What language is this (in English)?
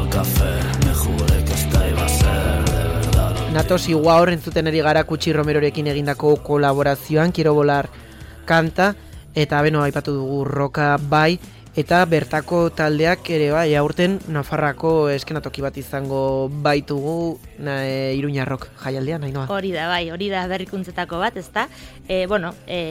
Basque